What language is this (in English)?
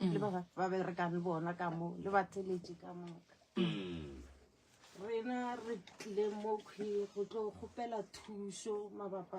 Northern Sotho